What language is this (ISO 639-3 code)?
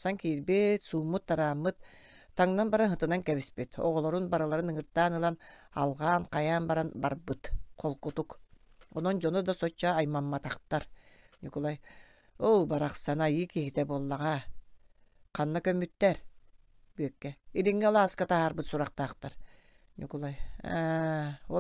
sah